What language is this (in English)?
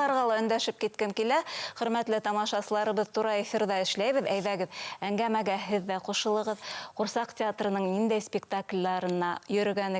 Bashkir